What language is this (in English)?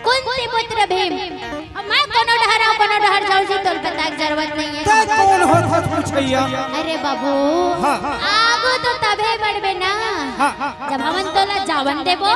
Chhattisgarhi